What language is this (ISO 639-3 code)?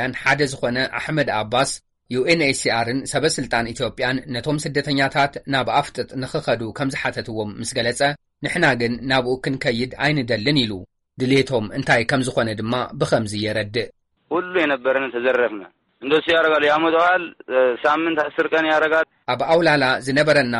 tir